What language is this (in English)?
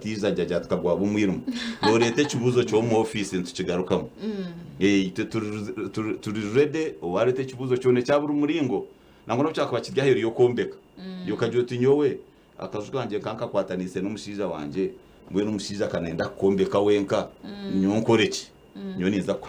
Nyankole